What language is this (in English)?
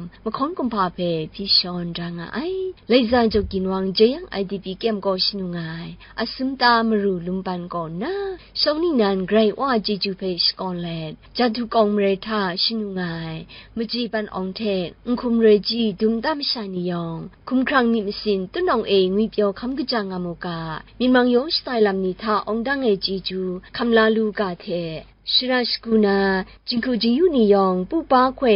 Kachin